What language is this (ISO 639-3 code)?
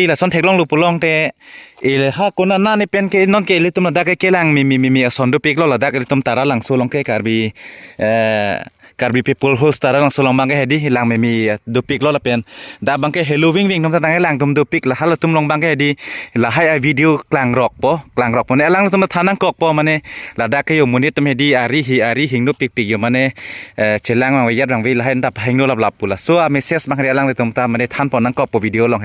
mjw